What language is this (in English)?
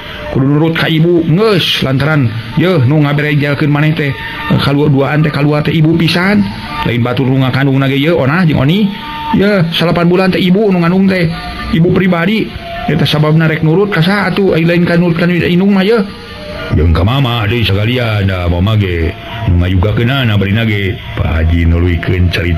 Sundanese